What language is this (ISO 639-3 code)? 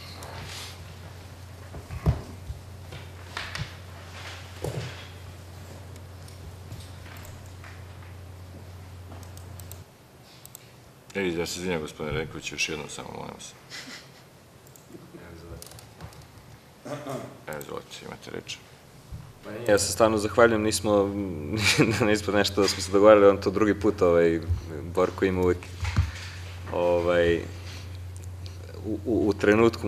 srp